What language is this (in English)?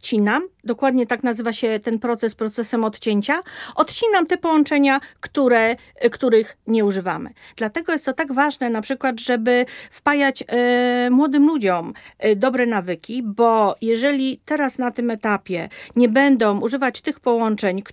Polish